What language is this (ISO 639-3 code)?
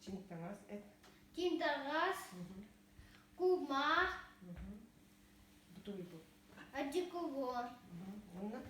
sah